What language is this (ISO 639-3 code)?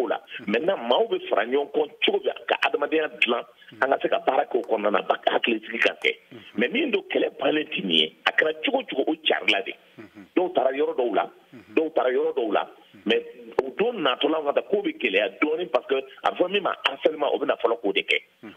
bam